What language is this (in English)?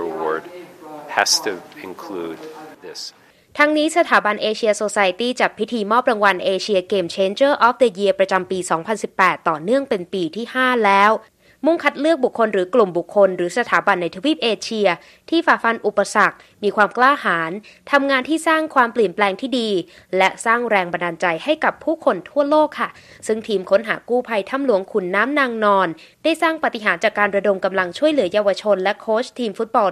Thai